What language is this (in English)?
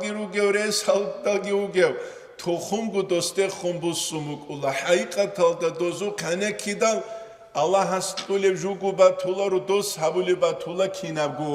Avaric